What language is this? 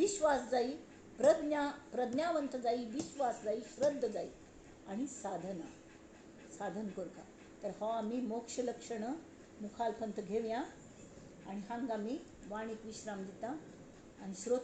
Konkani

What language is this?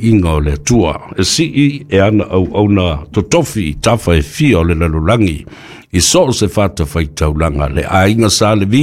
Samoan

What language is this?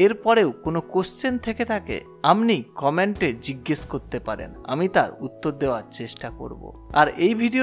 Bangla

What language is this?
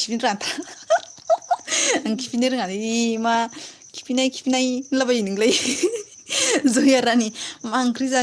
Bodo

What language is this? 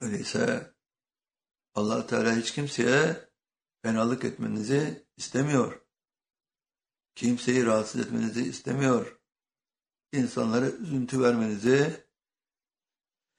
Turkish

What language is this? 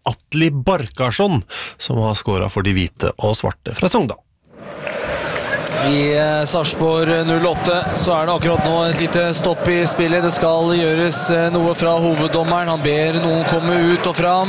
Norwegian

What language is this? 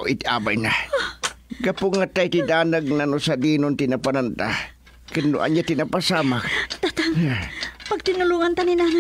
Iloko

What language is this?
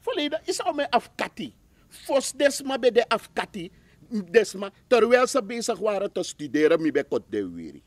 Sranan Tongo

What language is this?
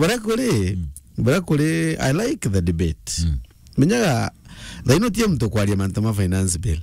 Meru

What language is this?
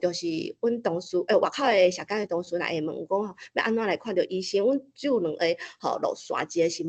Min Nan Chinese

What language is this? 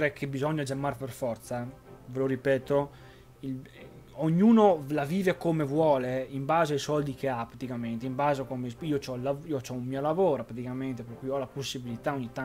Italian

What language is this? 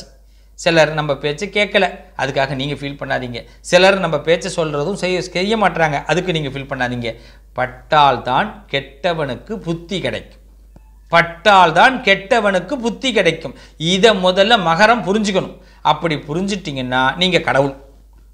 Tamil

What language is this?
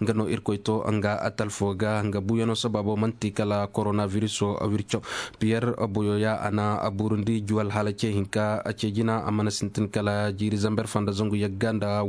Koyraboro Senni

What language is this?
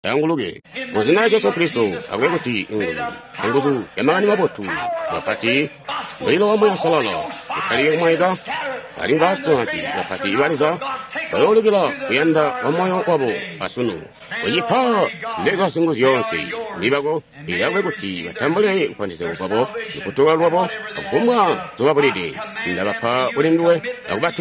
Tonga (Zambia)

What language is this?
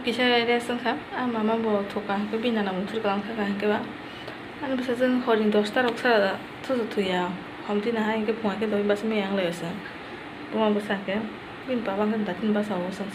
Kok Borok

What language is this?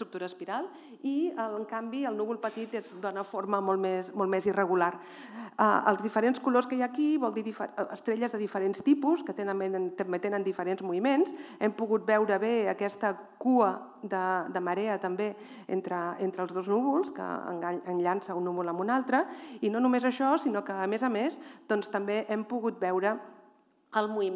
Catalan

